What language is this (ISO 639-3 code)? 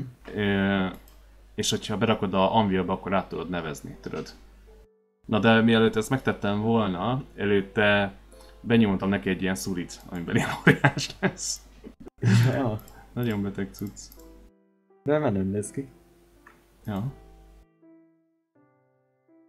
hun